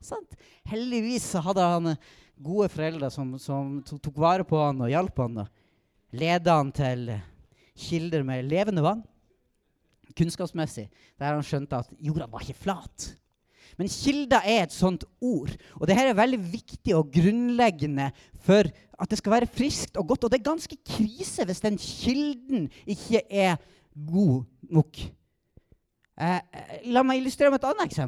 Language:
Norwegian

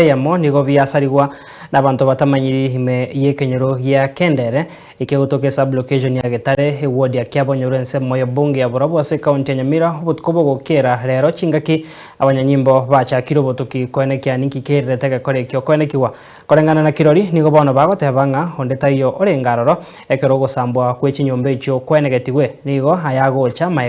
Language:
Gusii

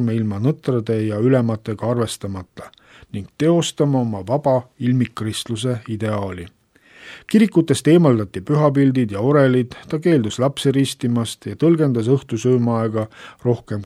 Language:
Estonian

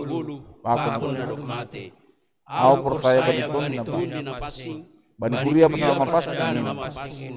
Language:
Batak Simalungun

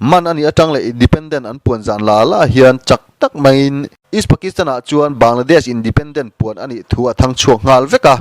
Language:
Mizo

